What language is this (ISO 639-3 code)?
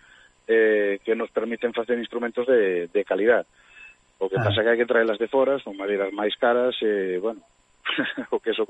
glg